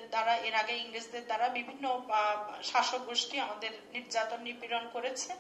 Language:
Bangla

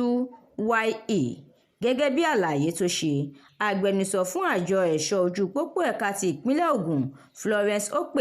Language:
Yoruba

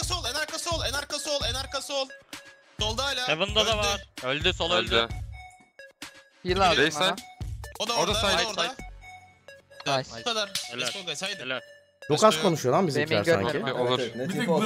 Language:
Turkish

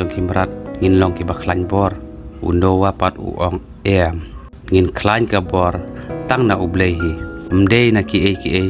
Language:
Khasi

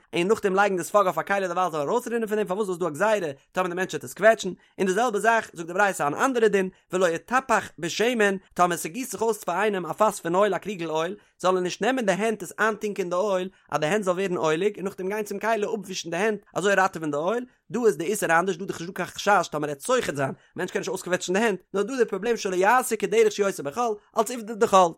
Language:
Yiddish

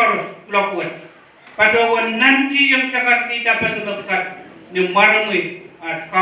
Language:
Pohnpeian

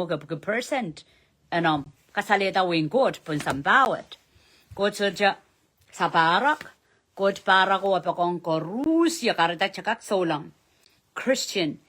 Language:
Pohnpeian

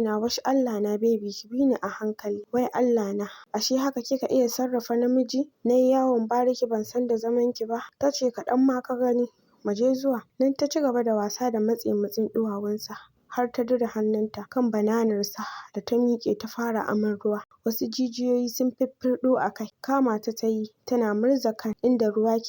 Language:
Hausa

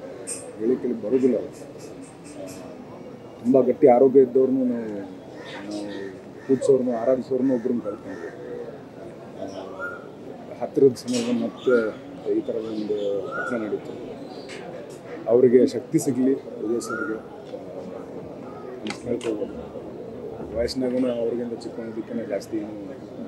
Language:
Kannada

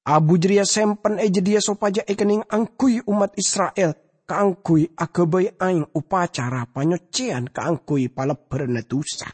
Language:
Madurese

